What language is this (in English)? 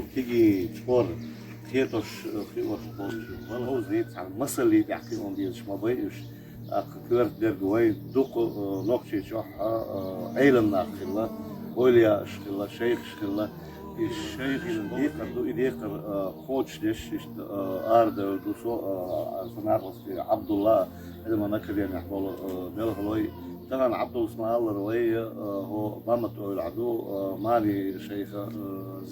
Chechen